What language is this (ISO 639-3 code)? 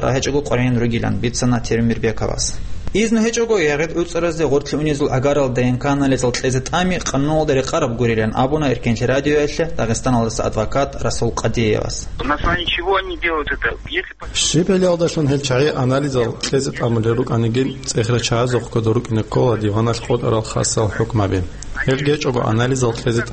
ava